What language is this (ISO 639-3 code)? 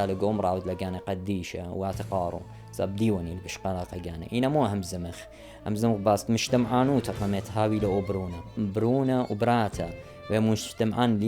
aii